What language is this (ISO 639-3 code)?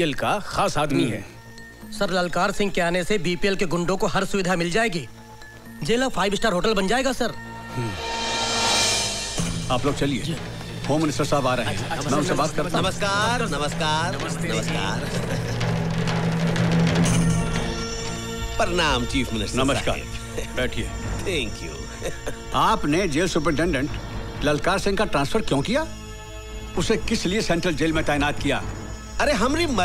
hin